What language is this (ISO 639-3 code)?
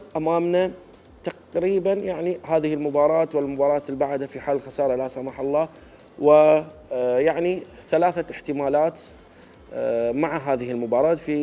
acm